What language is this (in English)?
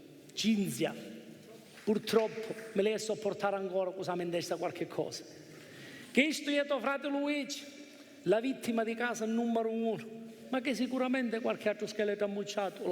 Sicilian